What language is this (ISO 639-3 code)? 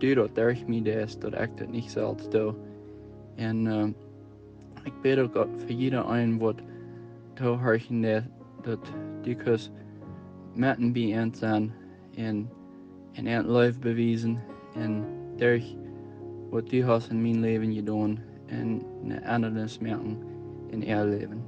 pdt